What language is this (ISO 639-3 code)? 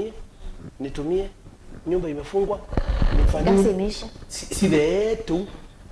kam